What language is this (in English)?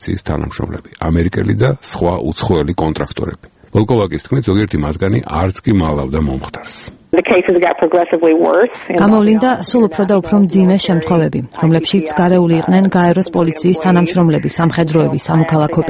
Georgian